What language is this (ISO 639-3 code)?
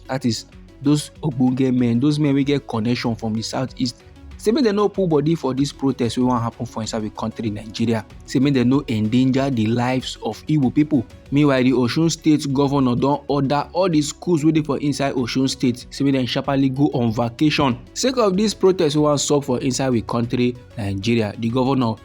pcm